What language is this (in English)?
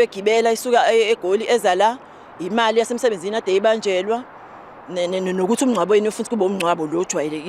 Zulu